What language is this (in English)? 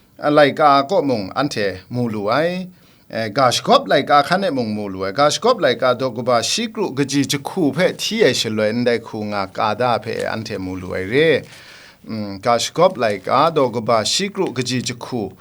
Kachin